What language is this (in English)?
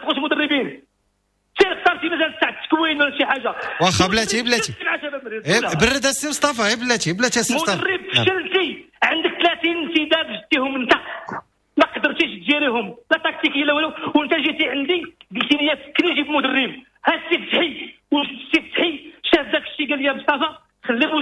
Moroccan Arabic